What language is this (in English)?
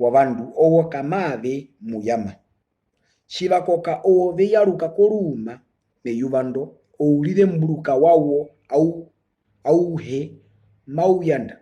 Herero